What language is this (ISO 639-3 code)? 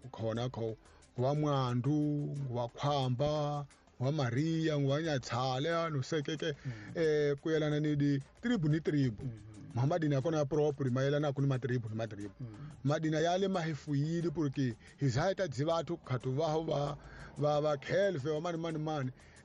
tso